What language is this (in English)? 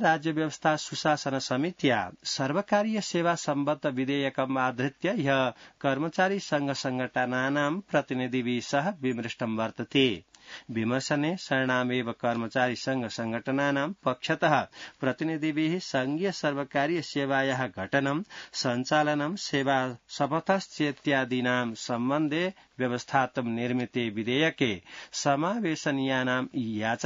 Sanskrit